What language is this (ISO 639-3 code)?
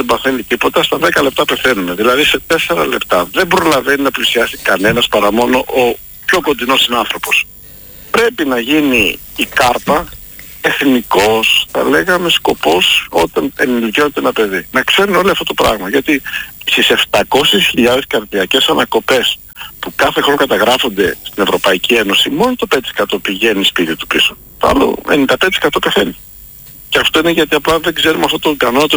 ell